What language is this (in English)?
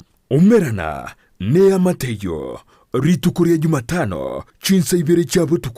Gusii